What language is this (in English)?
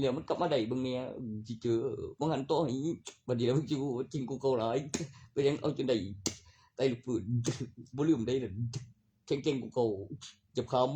Northeastern Thai